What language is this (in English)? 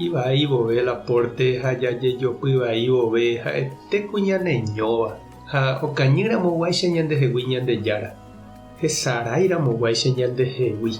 Guarani